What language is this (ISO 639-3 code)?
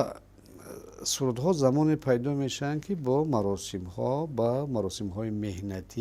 tgk